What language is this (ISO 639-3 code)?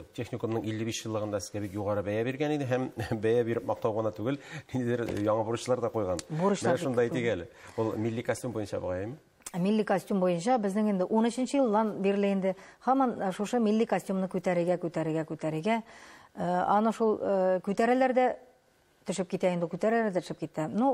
tat